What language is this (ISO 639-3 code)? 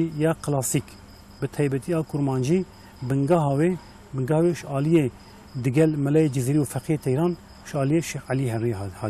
kur